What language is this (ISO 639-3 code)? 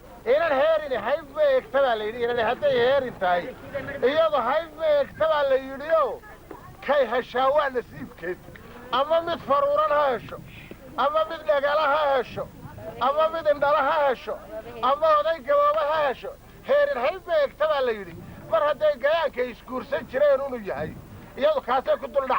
som